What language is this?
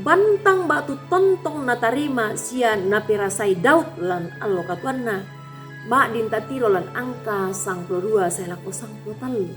Toraja-Sa'dan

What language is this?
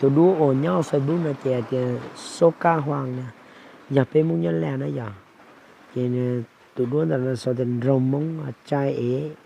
Hmong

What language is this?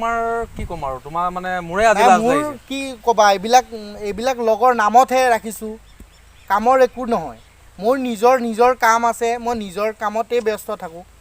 Assamese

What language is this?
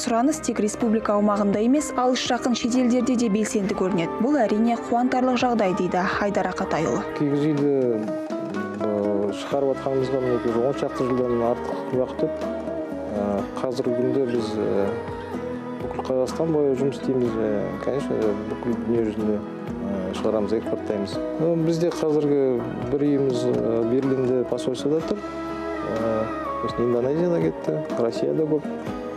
Kazakh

